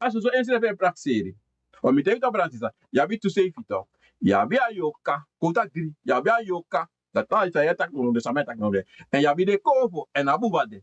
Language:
Sranan Tongo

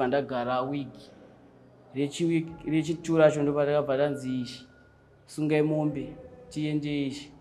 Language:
Shona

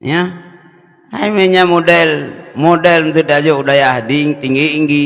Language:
Achinese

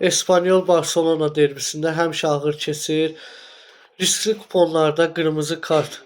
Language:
Azerbaijani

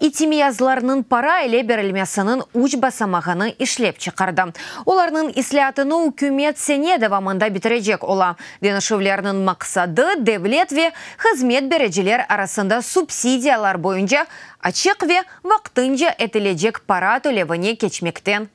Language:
Crimean Tatar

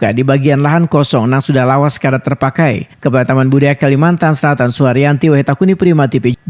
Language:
Banjar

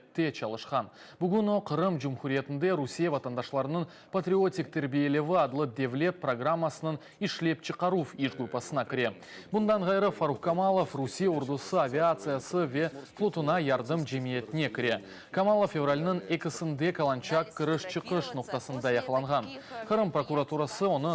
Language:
Crimean Tatar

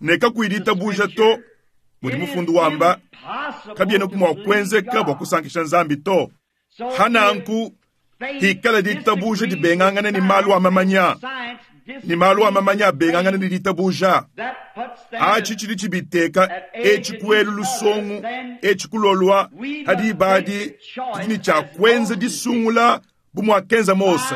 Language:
Luba-Lulua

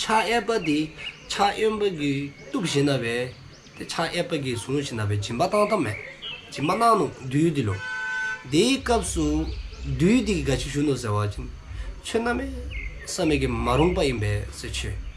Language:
Dzongkha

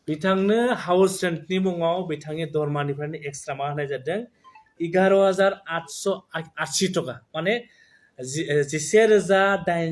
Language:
Bodo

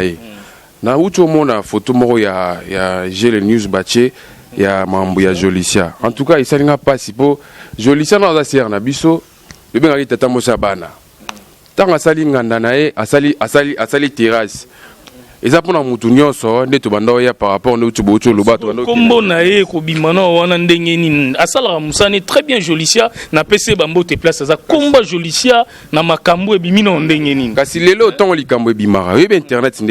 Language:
Lingala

